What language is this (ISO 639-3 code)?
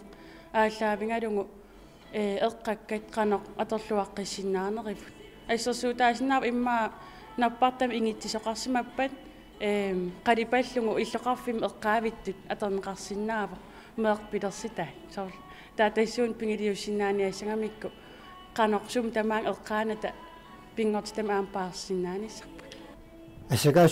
kal